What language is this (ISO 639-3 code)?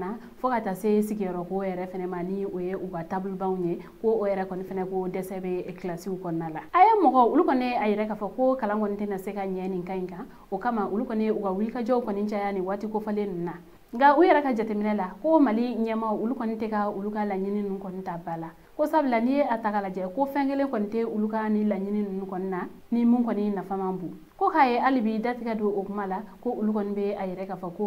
bam